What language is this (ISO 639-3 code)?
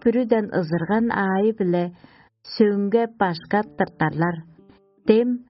tyv